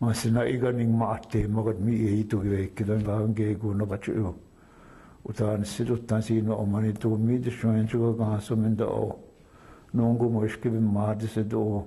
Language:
Chippewa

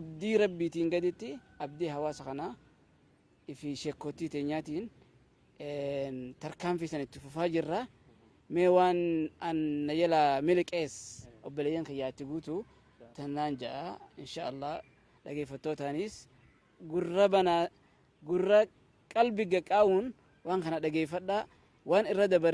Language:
Oromo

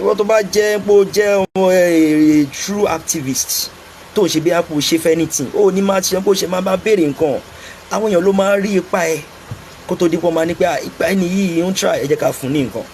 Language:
Yoruba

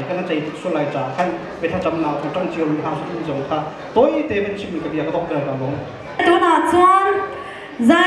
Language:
Hakha Chin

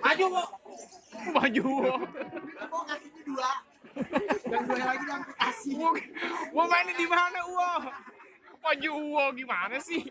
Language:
Betawi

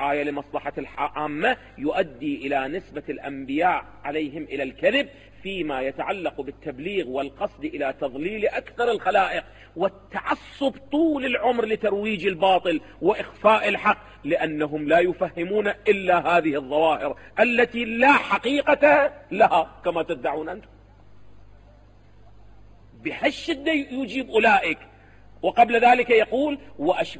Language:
Arabic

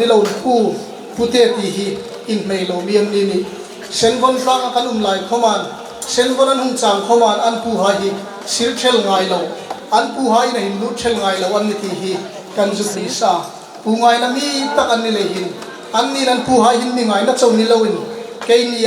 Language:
Hmar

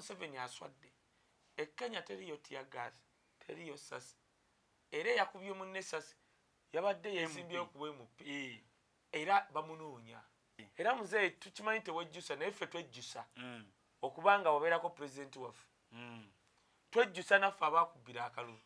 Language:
Ganda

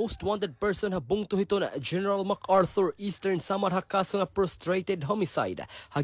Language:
Waray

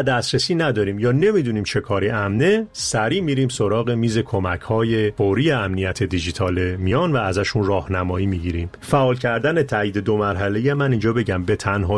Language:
Persian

